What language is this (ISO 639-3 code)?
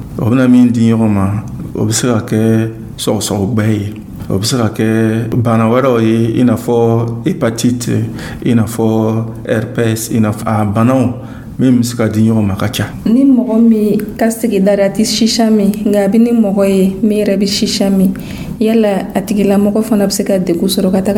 dyu